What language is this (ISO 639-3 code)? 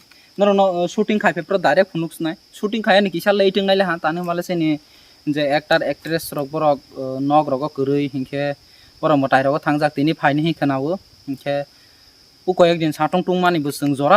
trp